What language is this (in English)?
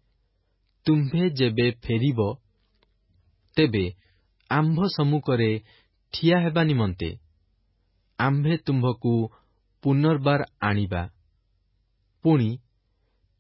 Odia